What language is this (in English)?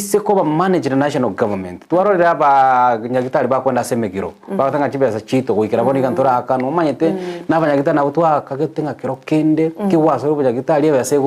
Gusii